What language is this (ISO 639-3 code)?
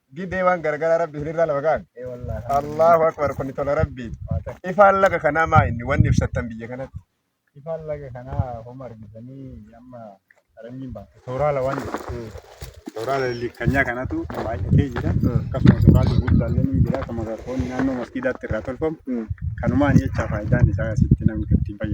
orm